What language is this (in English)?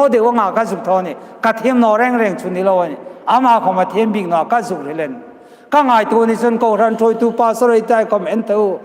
Hmar